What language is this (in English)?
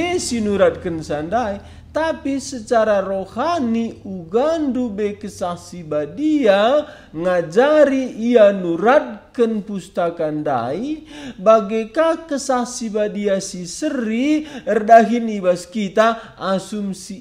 Batak Karo